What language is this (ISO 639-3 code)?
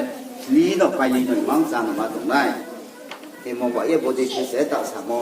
ria